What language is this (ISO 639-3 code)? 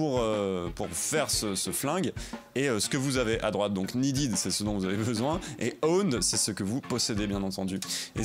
fra